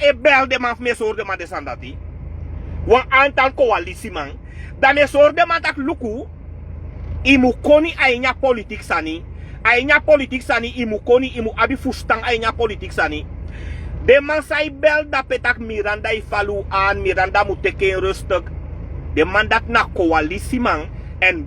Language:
Sranan Tongo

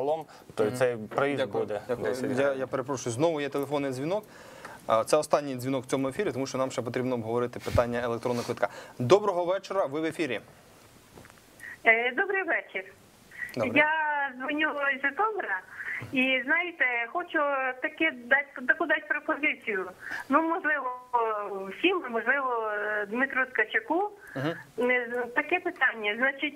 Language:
Ukrainian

